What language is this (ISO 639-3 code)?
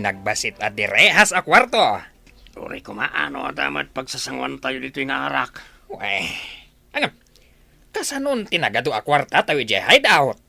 ilo